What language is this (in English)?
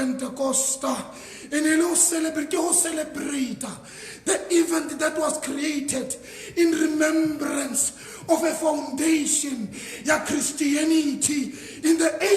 Southern Sotho